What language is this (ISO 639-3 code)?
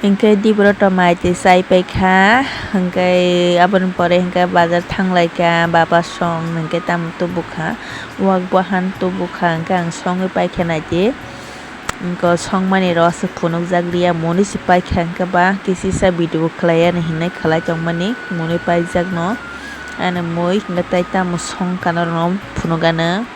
trp